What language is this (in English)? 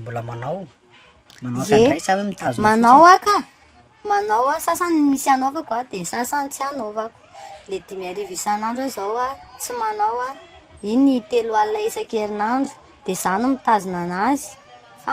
Malagasy